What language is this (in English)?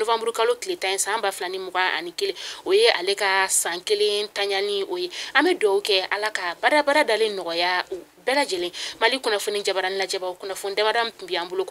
Bambara